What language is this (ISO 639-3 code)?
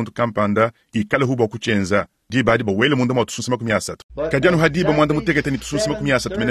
lua